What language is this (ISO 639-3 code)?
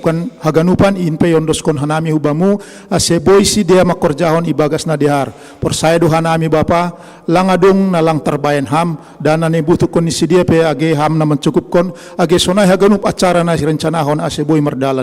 bts